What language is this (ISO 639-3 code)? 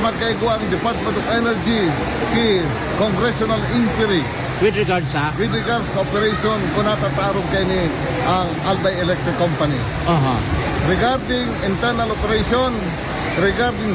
bik